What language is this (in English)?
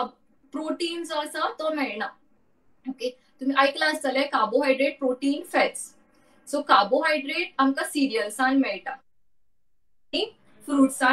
Konkani